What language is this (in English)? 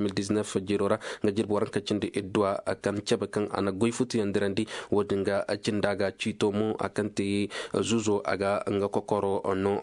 Zarma